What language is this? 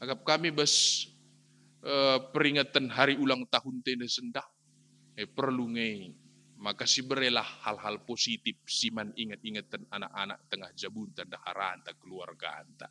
Batak Karo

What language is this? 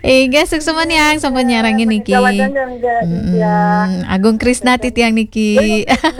Balinese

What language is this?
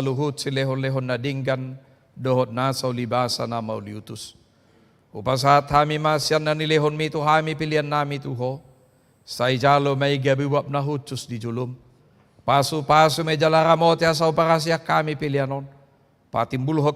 Batak Toba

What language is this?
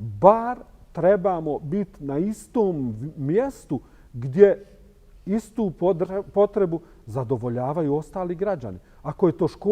Bosnian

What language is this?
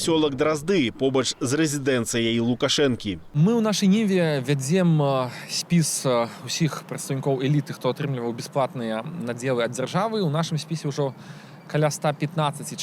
Belarusian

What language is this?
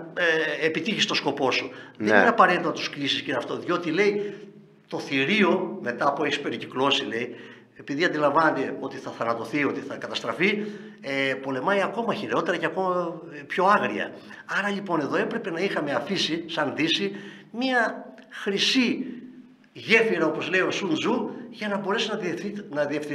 Greek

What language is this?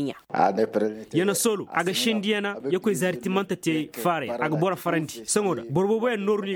Koyraboro Senni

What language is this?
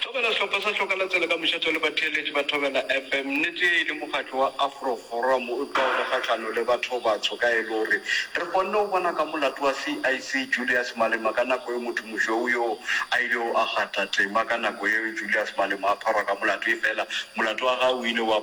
Northern Sotho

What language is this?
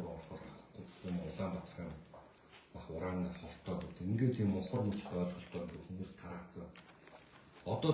Mongolian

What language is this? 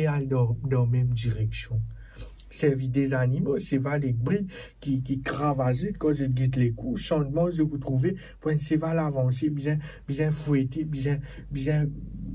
Morisyen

